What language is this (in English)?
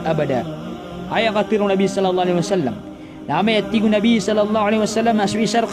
Maranao